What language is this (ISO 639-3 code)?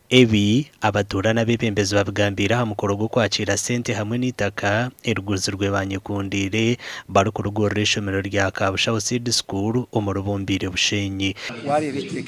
nyn